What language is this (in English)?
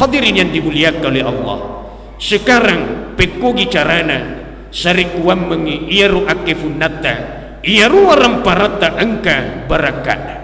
Buginese